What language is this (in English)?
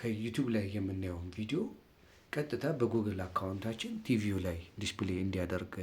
Amharic